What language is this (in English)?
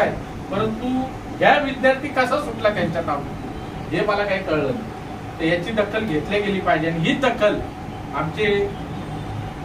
Marathi